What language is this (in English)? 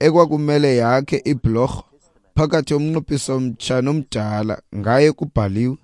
Xhosa